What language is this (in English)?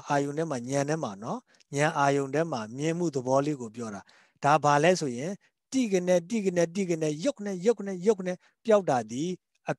Burmese